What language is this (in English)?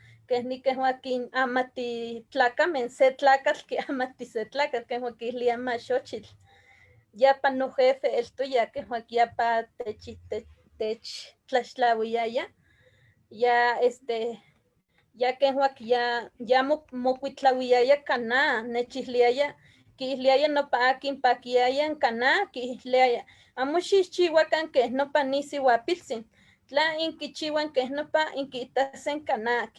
Eastern Huasteca Nahuatl